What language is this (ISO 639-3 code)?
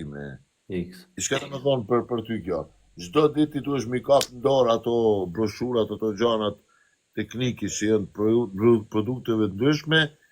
sqi